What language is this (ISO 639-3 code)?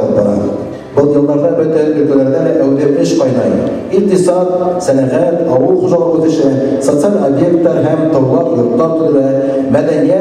bak